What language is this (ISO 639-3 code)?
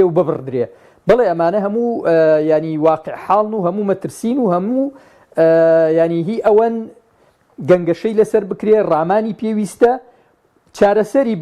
ckb